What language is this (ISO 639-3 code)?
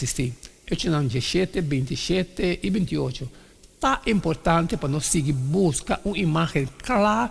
pap